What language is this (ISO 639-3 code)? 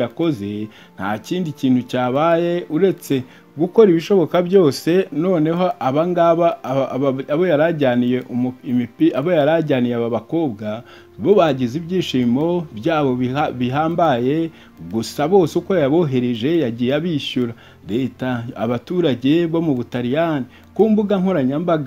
kin